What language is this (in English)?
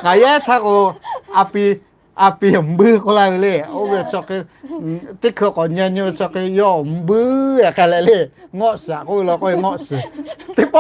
Lahu